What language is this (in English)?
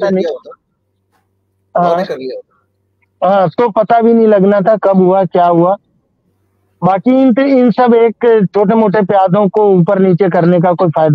Hindi